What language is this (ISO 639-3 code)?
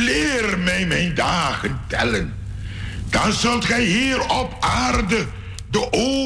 nld